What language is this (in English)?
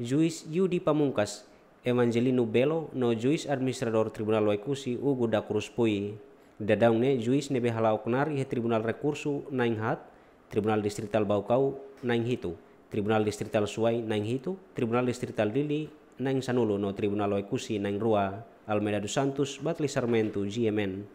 Tetum